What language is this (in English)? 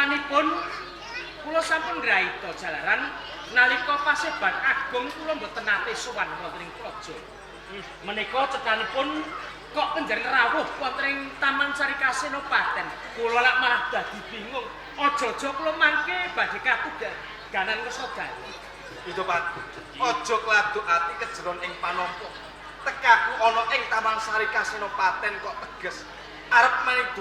Javanese